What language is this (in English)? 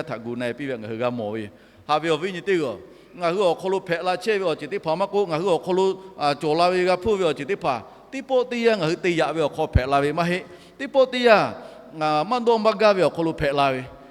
Lahu